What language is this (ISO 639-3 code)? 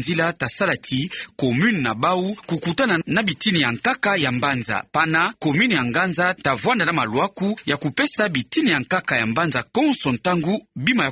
ktu